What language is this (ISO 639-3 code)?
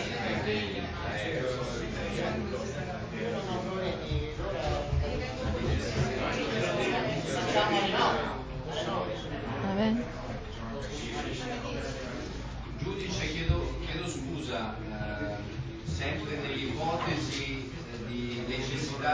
ita